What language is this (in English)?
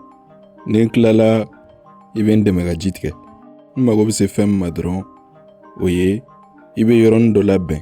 Bambara